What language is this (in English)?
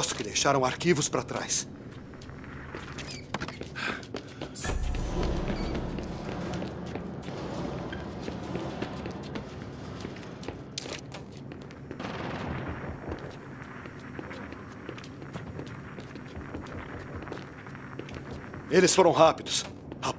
Portuguese